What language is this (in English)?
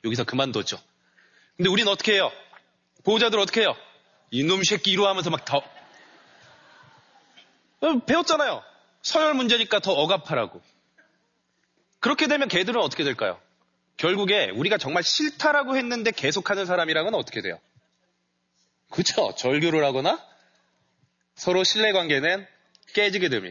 Korean